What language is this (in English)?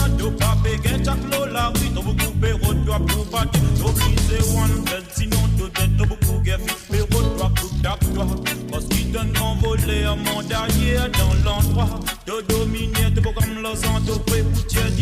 Morisyen